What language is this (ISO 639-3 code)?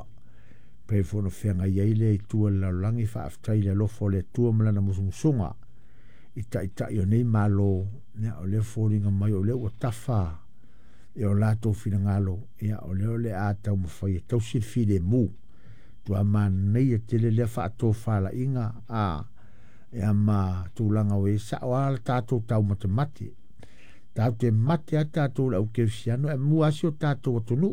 smo